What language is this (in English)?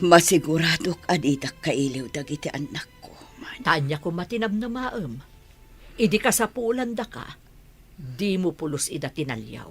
Iloko